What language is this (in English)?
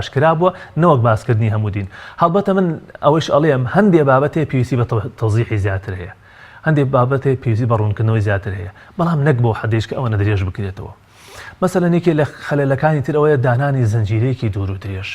Central Kurdish